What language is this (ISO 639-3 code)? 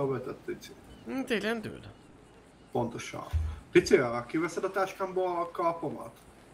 hun